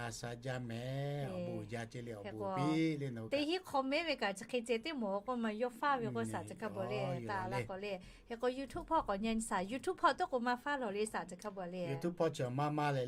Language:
Lahu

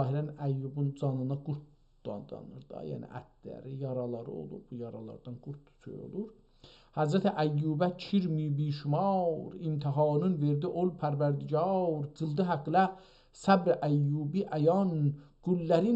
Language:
South Azerbaijani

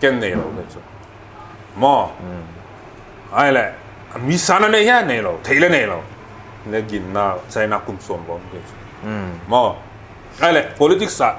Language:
Paite Chin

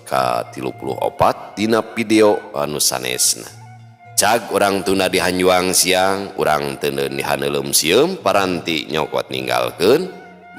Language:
Sundanese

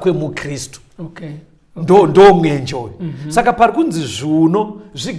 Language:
Shona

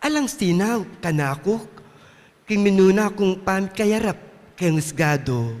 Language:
Pampanga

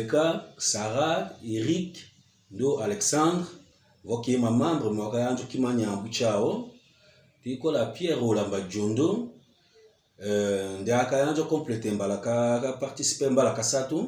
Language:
Tetela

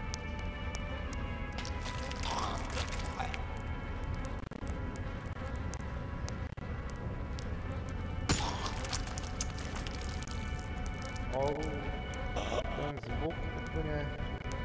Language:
Czech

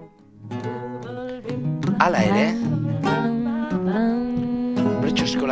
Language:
Basque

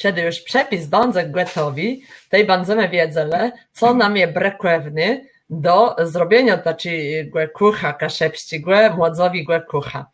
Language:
Kashubian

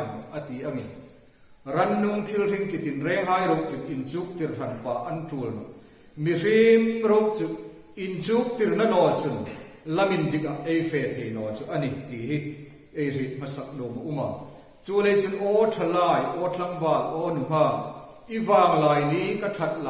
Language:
Hmar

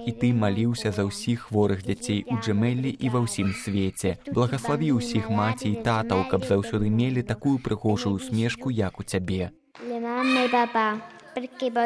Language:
Belarusian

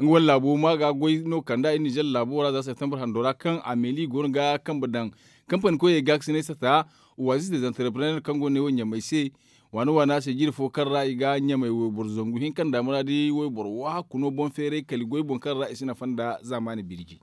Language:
Zarma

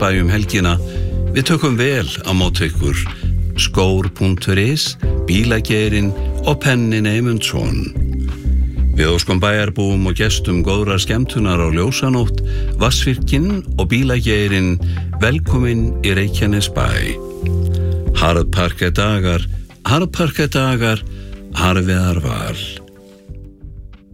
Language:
Icelandic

